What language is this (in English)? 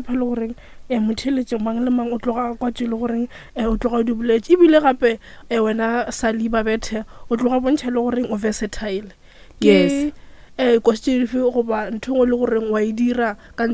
Northern Sotho